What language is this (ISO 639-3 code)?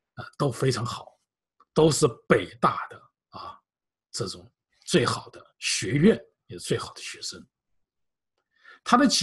zho